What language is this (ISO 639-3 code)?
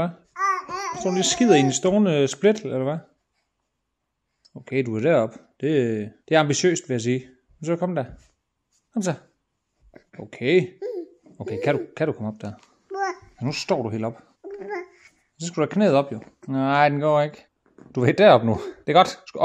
dan